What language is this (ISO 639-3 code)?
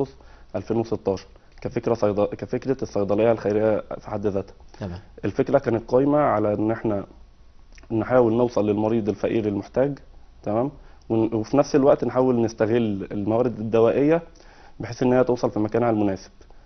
arz